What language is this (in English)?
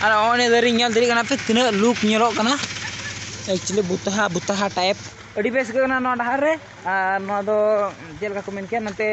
Santali